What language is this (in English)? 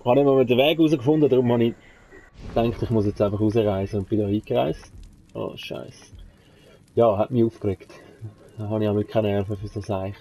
Swiss German